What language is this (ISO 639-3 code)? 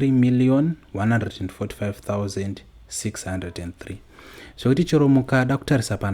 sna